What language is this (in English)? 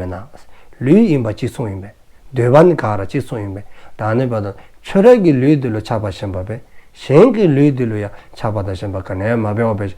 Dzongkha